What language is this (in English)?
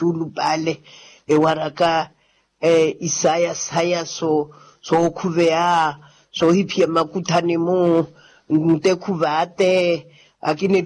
Makhuwa